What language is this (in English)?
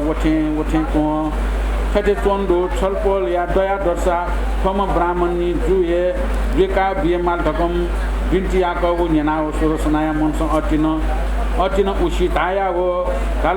Newari